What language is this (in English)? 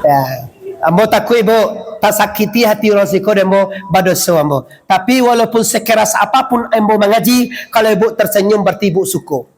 Minangkabau